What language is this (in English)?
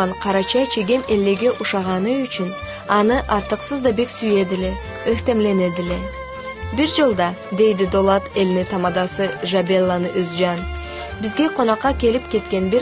Karachay-Balkar